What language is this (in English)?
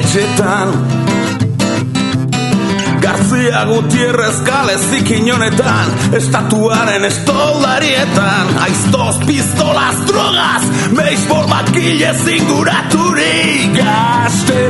Basque